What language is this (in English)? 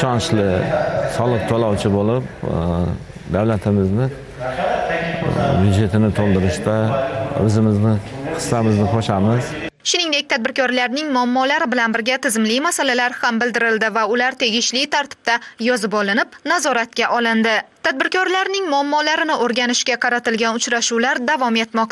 Uzbek